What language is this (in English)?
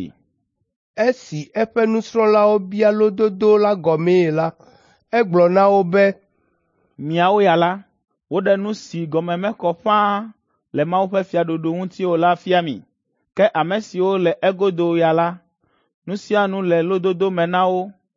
Ewe